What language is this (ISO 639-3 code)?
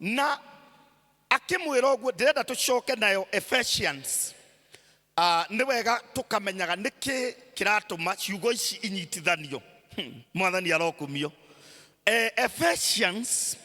kik